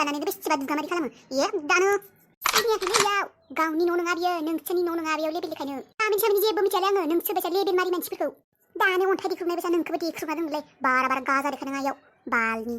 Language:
Bodo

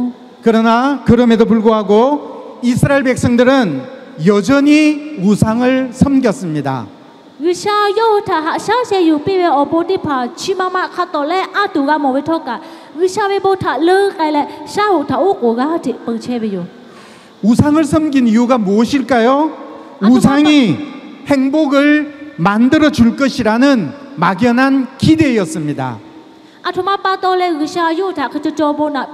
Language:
Lahu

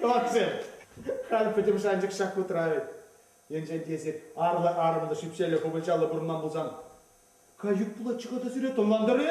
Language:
Chuvash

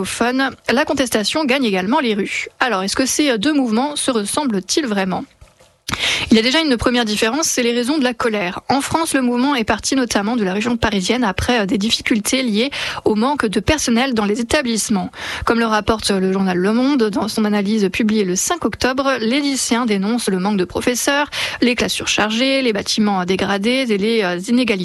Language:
French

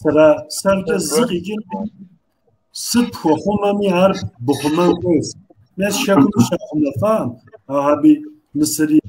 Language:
Kabardian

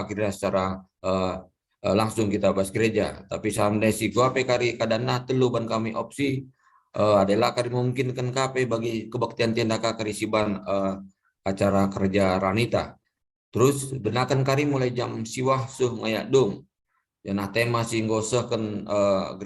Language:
Batak Karo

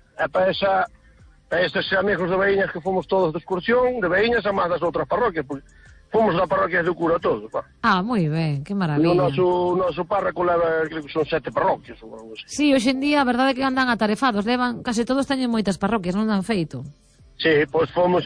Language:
Galician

